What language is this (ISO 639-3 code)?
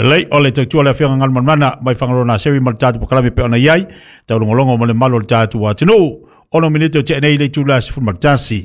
smo